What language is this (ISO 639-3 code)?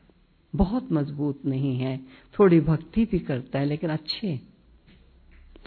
hin